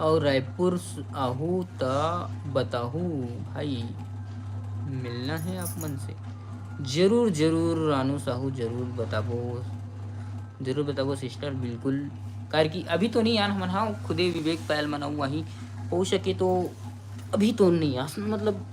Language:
Chhattisgarhi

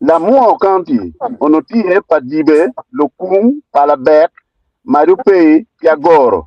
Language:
Acoli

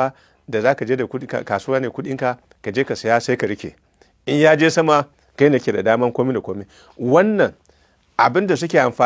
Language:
Hausa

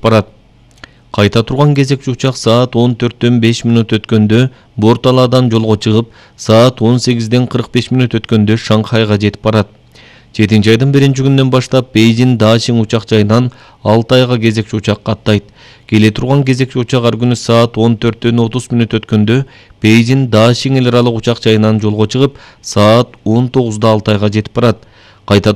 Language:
Kyrgyz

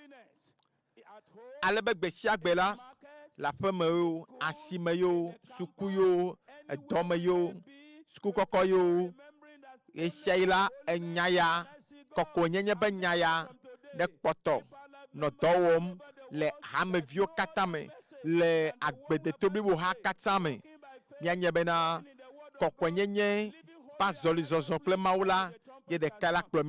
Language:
Ewe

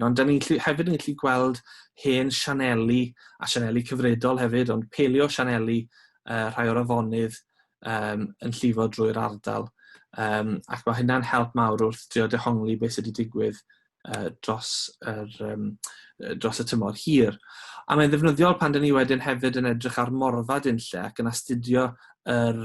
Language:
Welsh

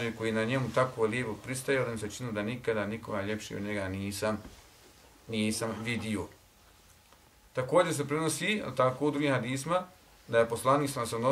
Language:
Bosnian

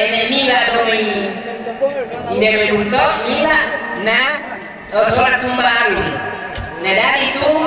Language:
Toraja-Sa'dan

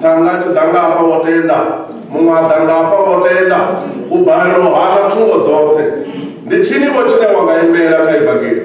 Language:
Venda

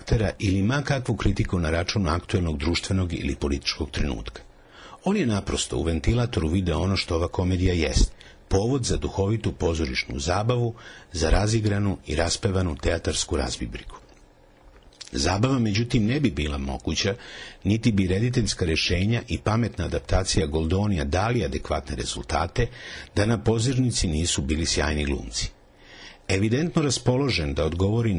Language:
Serbian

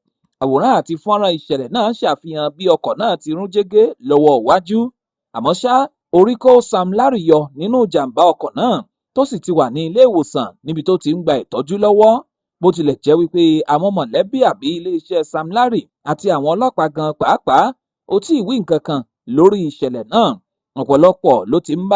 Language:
Yoruba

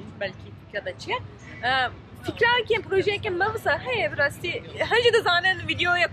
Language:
Kurdish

